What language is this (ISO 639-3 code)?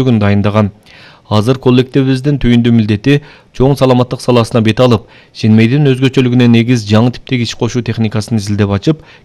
kir